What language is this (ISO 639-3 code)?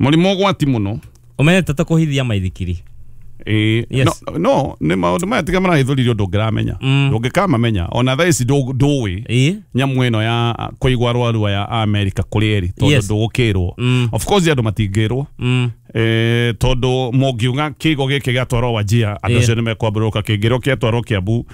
kik